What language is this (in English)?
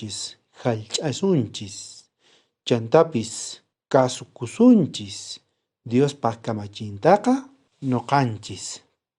South Bolivian Quechua